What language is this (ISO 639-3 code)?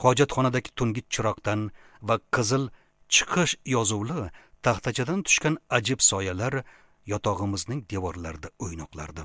uzb